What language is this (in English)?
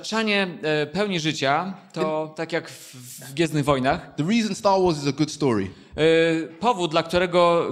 Polish